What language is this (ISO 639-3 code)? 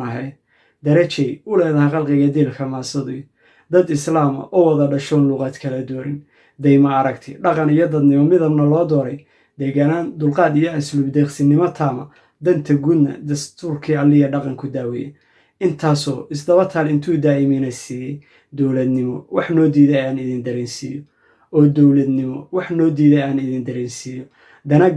som